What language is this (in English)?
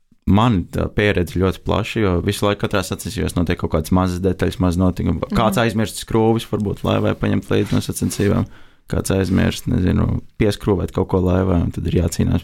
Latvian